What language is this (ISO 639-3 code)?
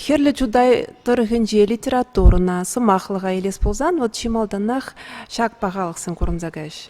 chv